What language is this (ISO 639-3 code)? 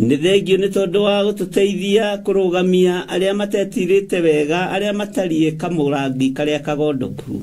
kik